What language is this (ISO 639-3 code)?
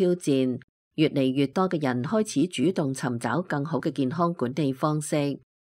yue